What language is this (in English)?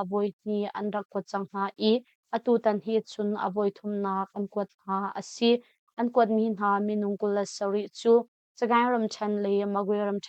Hakha Chin